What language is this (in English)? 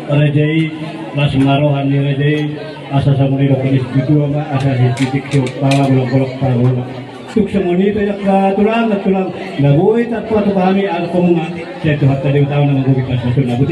Batak Toba